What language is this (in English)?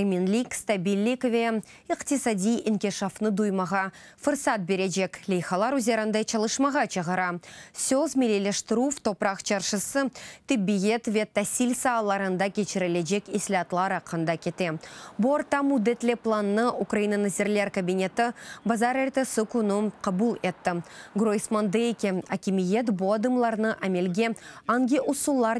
Crimean Tatar